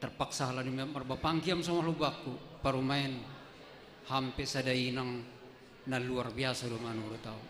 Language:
Batak Simalungun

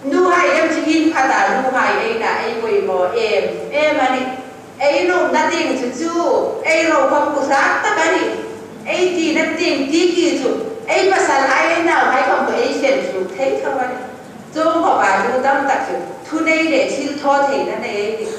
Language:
Hmar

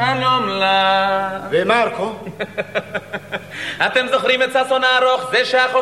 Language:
Hebrew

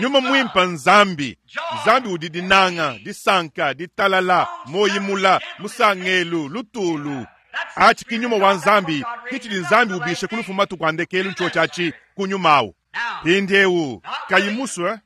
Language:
Luba-Lulua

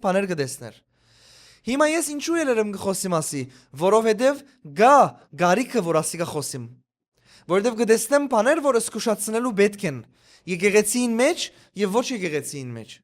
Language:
Western Armenian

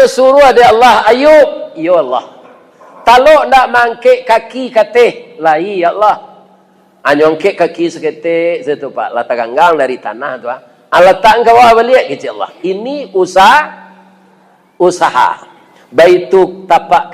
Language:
Minangkabau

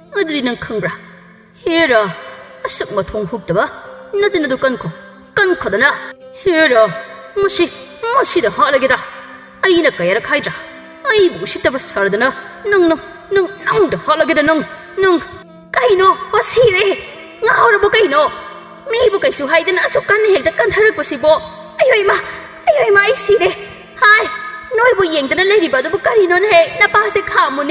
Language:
Manipuri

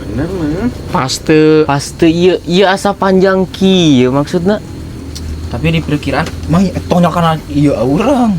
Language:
Sundanese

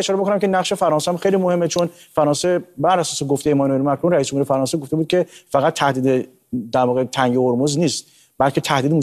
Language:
Persian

